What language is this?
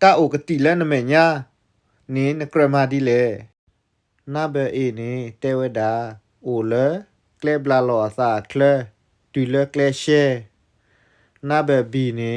S'gaw Karen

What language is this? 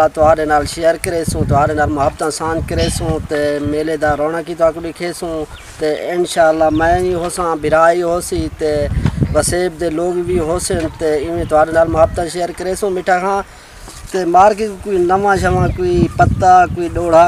Saraiki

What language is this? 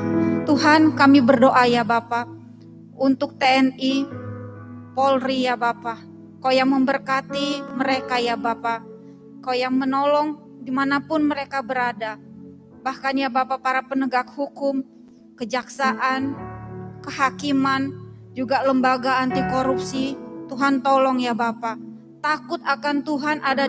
Indonesian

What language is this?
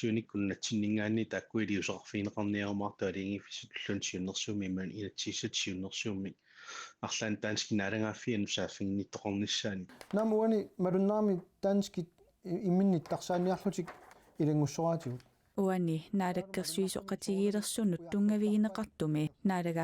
Kalaallisut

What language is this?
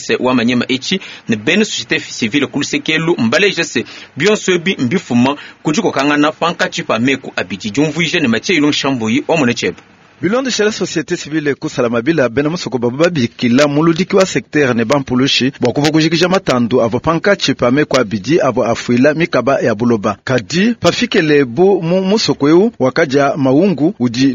Luba-Lulua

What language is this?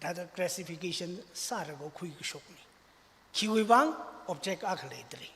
Tangkhul Naga (India)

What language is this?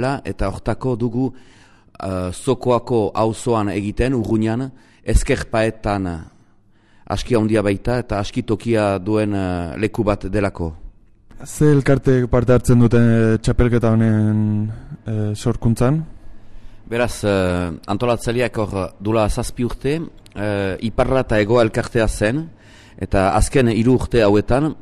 Basque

